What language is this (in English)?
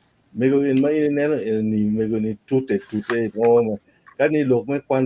Acoli